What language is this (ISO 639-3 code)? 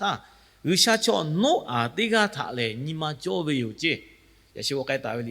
lhu